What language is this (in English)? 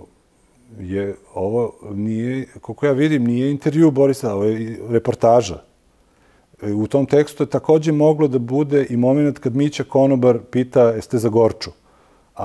Serbian